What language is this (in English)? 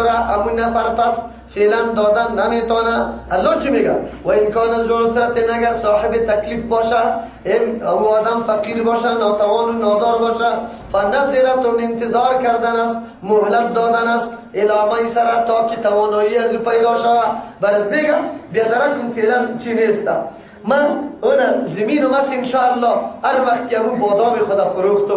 Persian